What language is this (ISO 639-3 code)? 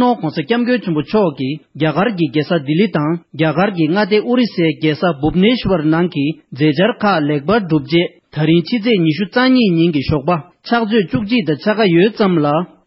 bod